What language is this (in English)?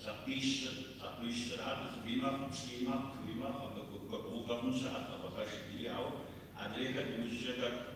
Kabardian